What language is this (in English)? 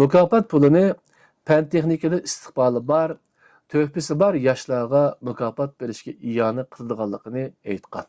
Uyghur